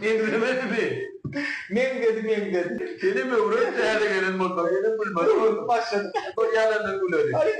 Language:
Turkmen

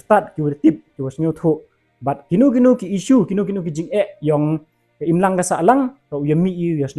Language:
Pnar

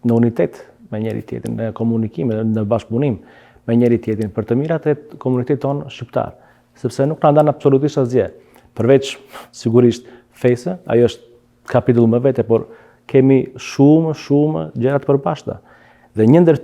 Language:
Albanian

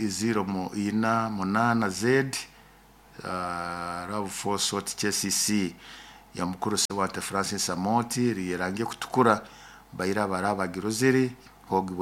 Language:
Nyoro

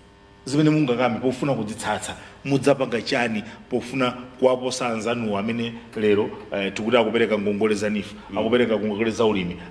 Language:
Nyanja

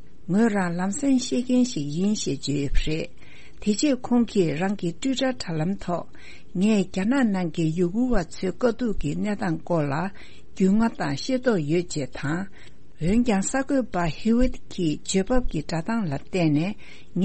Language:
Tibetan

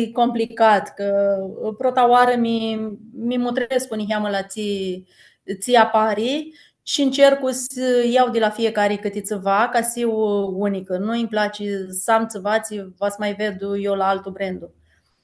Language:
Aromanian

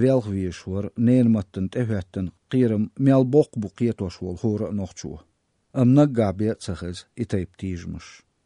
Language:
Chechen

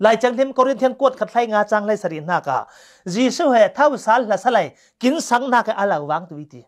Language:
Falam Chin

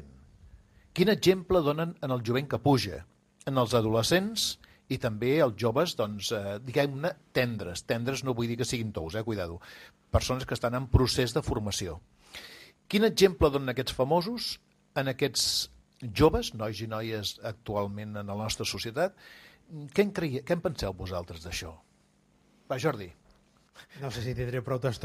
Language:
Catalan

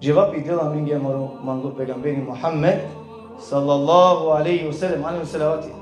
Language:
Balkan Romani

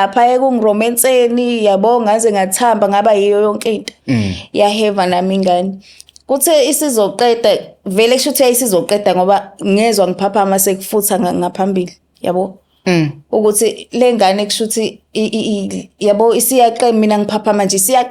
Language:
Zulu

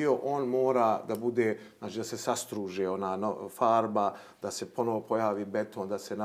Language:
Bosnian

